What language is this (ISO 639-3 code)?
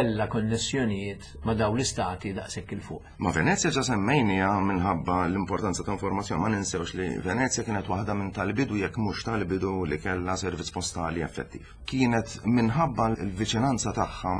mlt